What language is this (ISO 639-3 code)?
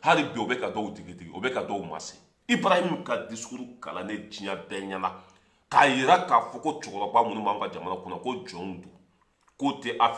bam